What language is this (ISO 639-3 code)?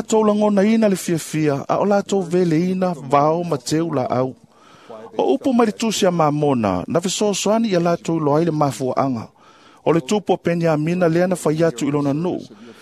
smo